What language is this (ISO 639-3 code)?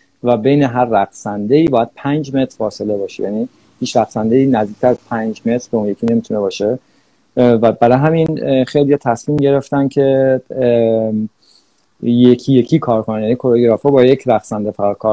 fas